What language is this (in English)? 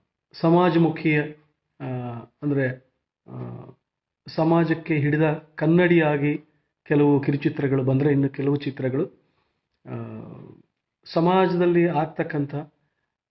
Kannada